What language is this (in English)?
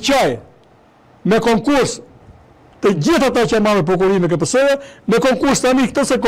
Albanian